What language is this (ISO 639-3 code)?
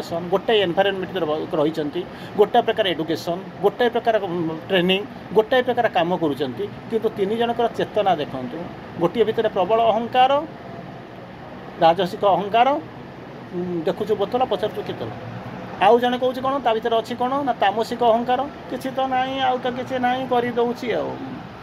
ori